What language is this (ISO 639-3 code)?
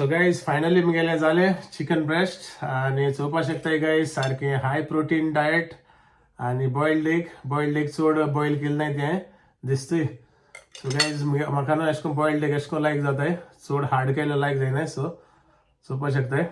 kok